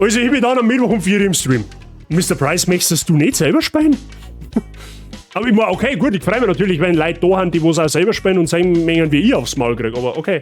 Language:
Bavarian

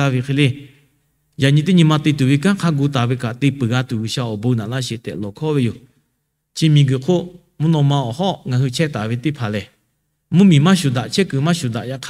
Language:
Lahu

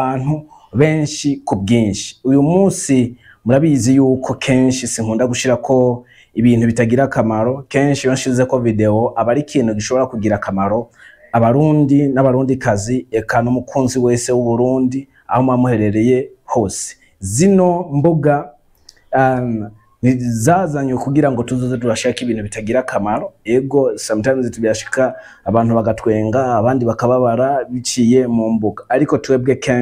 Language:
Rundi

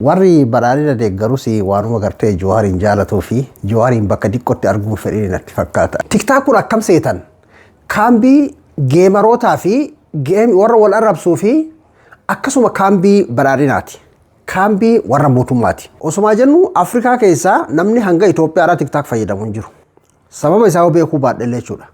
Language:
Oromo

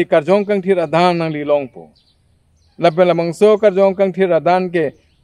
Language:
Karbi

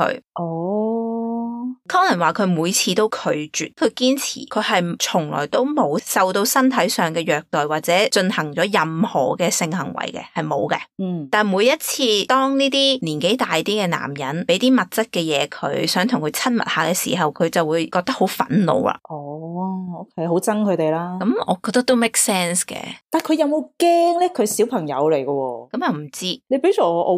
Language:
Cantonese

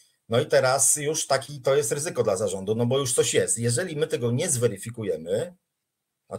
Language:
Polish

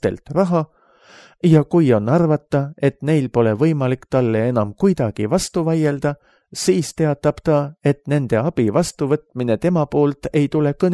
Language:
Estonian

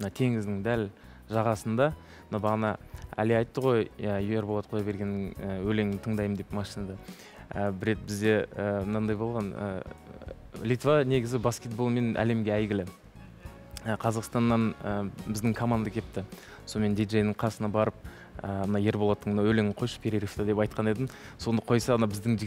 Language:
Kazakh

